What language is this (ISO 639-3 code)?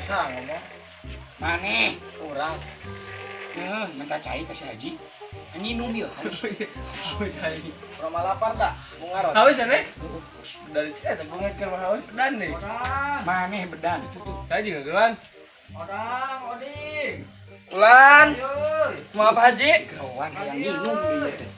sun